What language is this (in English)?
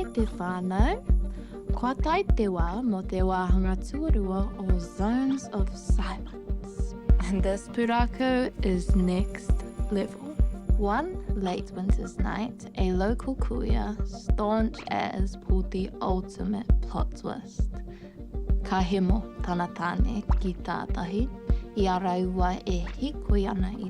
Māori